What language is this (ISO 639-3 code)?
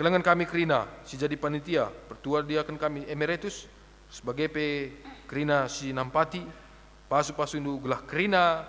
btx